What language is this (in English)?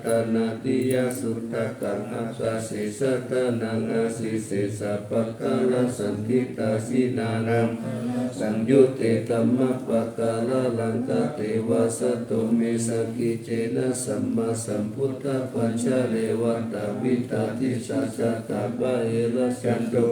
Pali